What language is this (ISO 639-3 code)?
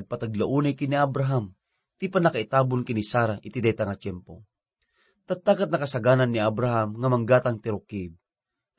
ilo